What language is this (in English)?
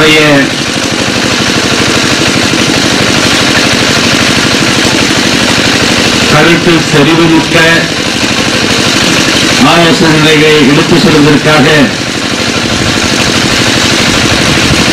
Tamil